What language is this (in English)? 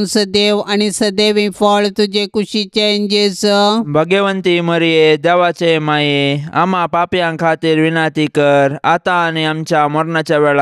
Konkani